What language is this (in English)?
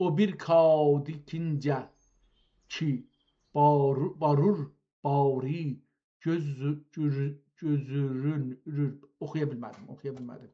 South Azerbaijani